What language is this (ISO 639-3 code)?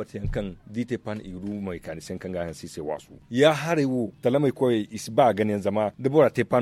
dje